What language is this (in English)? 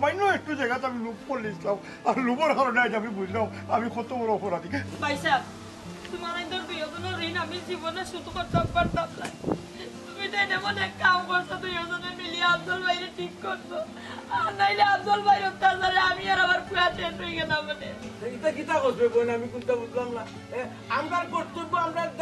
Sylheti